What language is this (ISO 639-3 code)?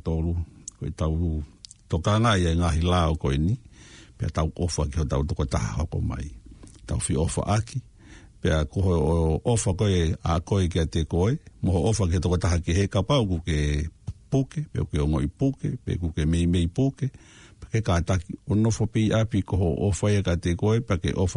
ton